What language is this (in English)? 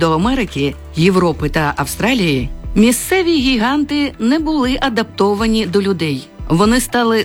Ukrainian